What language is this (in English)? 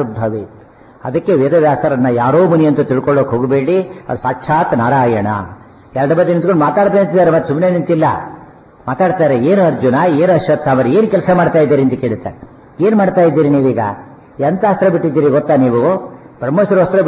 Kannada